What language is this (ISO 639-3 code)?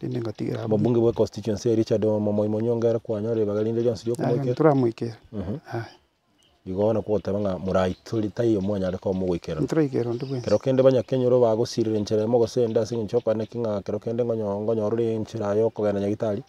guz